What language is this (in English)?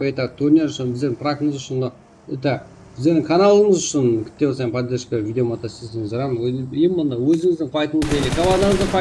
Kara-Kalpak